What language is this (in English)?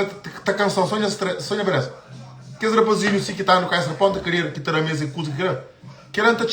Kabuverdianu